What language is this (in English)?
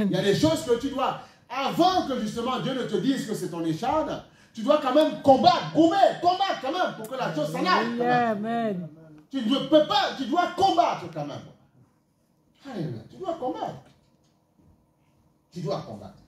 French